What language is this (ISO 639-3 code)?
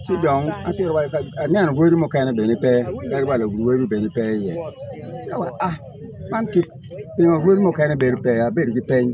ach